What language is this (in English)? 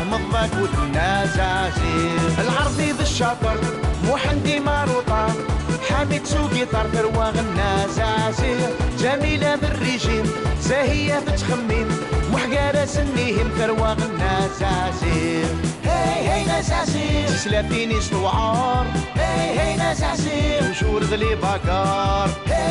Kabyle